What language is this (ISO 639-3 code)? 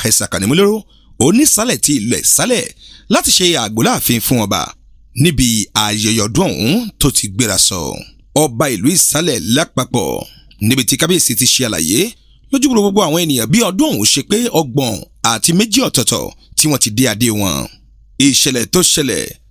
yor